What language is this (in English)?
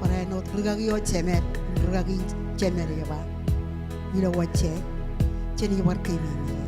Marshallese